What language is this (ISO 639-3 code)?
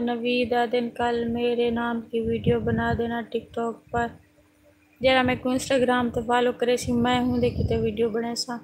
skr